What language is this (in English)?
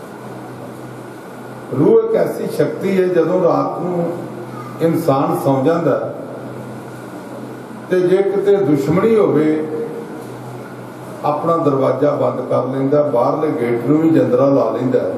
Punjabi